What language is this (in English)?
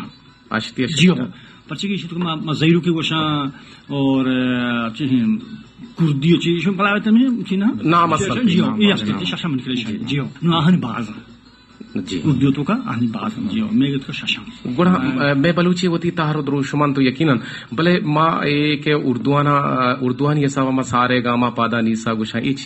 Baluchi